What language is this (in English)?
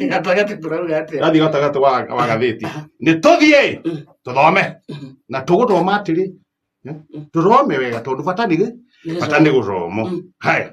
Kikuyu